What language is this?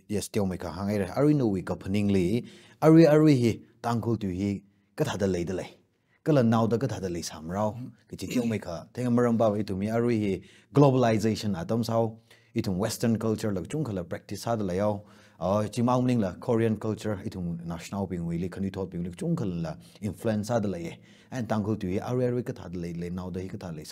Tangkhul Naga (India)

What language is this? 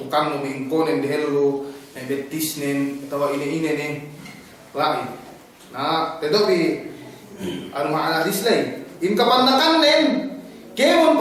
Yakan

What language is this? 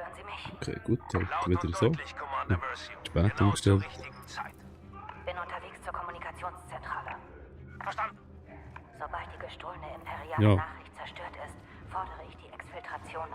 Swiss German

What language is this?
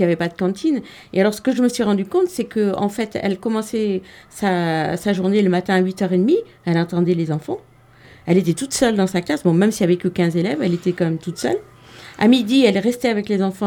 French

